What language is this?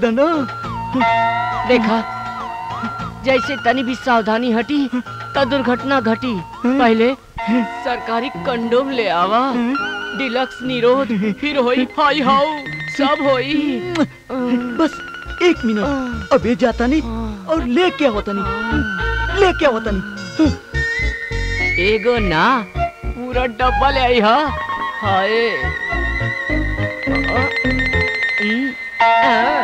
Bhojpuri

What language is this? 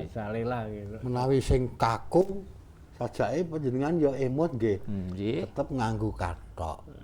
Javanese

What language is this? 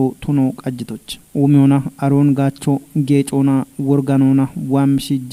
Kafa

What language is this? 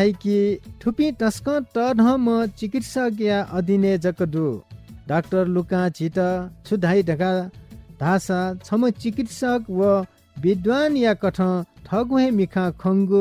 Newari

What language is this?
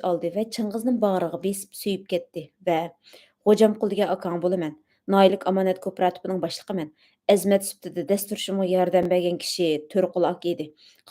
Uyghur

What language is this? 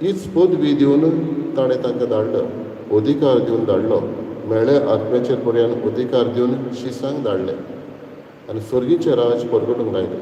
Konkani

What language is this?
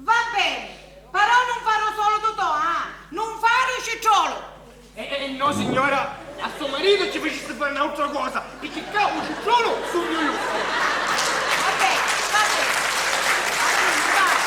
Sicilian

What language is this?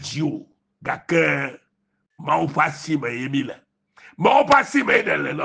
Ewe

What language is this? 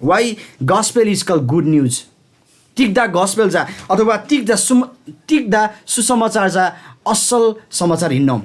Eastern Tamang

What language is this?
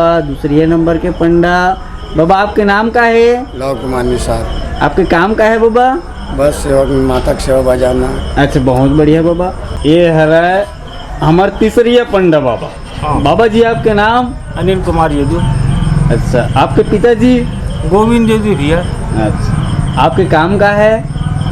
Chhattisgarhi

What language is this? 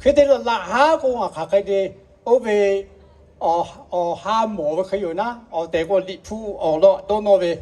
Lahu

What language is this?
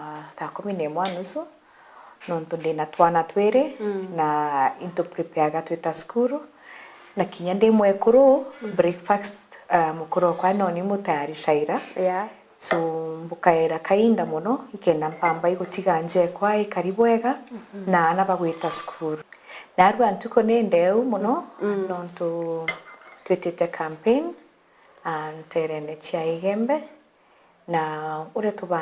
Meru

